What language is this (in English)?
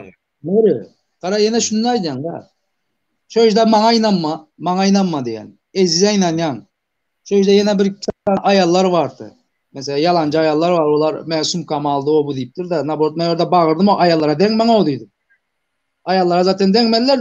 Turkmen